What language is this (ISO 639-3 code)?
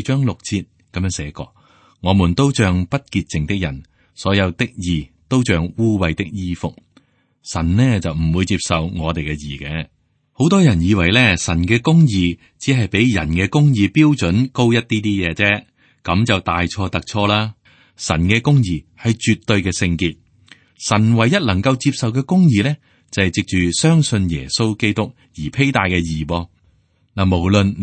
yue